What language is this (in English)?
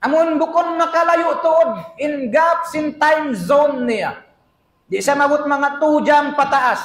Tausug